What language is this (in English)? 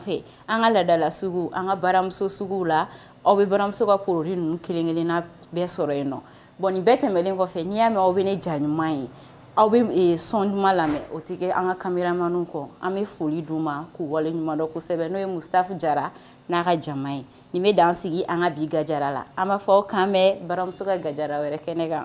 Bambara